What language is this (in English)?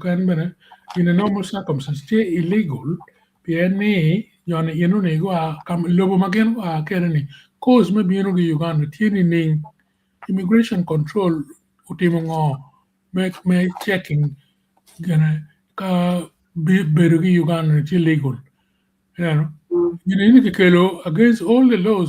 Acoli